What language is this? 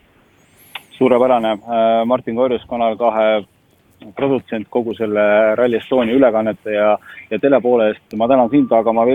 Estonian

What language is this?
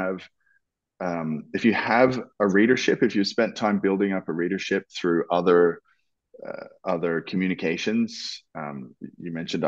English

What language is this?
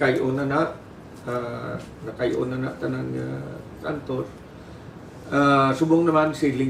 Hiligaynon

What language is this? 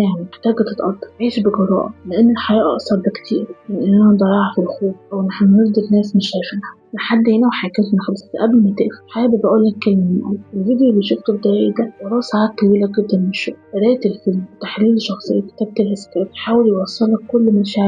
Egyptian Arabic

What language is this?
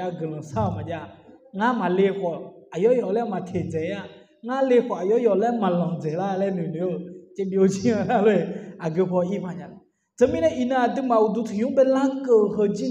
Akha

